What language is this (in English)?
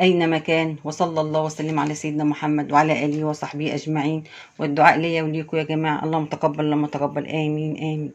Egyptian Arabic